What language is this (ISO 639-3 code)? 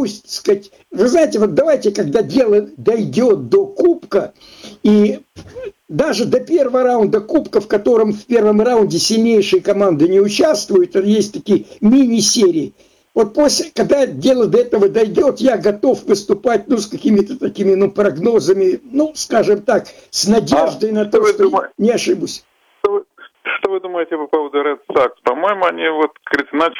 rus